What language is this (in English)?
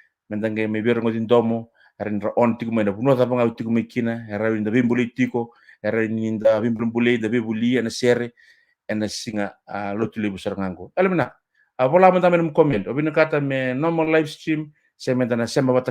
Fijian